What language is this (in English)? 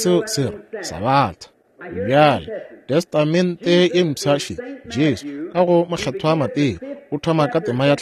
Northern Sotho